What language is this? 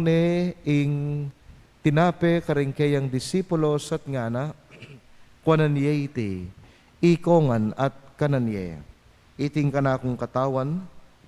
Pampanga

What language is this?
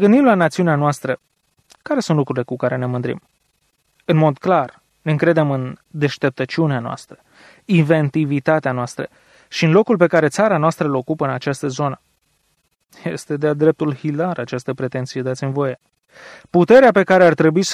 Romanian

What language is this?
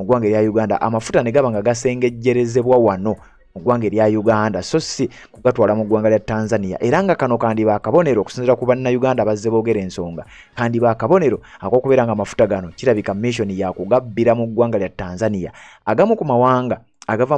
Ganda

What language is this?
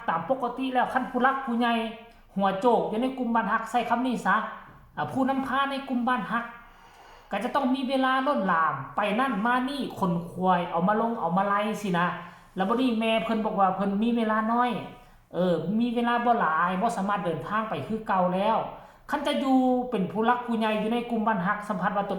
Lao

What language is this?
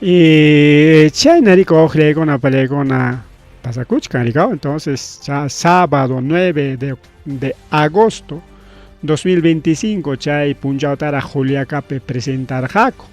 Ayacucho Quechua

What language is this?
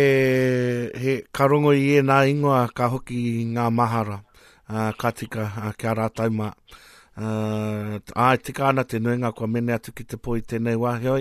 Māori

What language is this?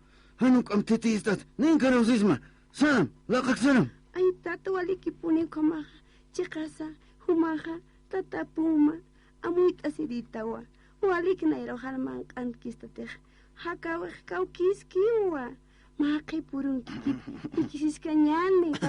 Aymara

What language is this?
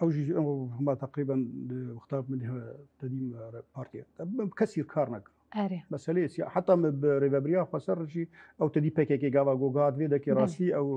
Kurdish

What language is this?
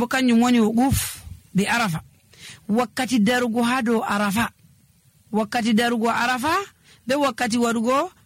Nigerian Fulfulde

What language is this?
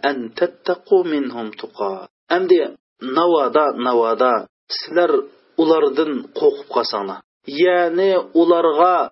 Uyghur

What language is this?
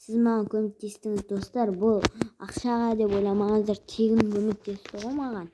Kazakh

